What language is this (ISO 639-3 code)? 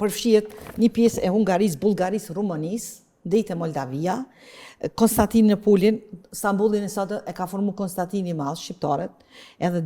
sqi